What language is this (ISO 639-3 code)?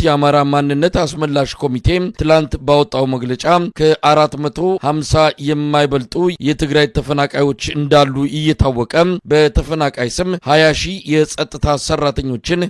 amh